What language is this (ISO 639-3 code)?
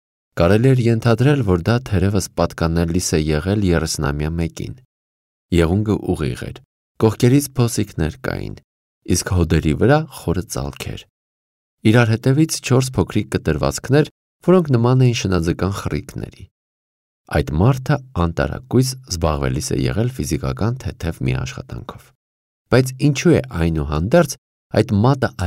hye